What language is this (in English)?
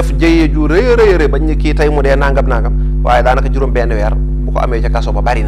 Wolof